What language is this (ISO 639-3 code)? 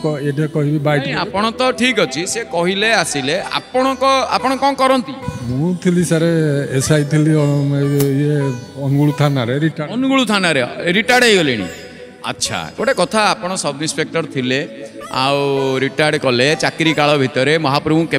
ori